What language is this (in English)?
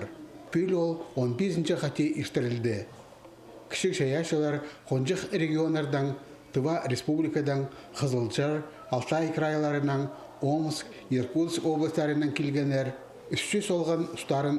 Khakas